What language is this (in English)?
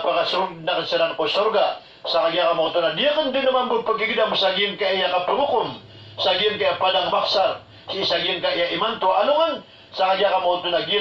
Maranao